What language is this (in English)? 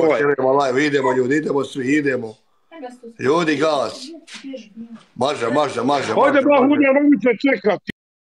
Croatian